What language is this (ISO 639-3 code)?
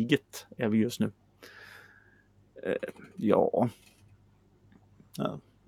swe